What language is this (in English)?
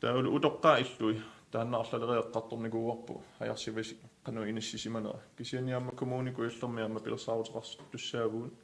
Kalaallisut